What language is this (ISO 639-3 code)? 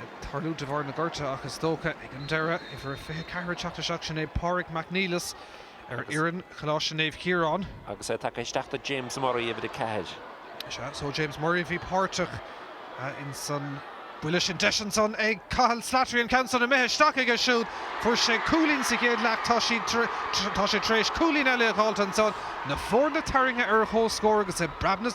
gle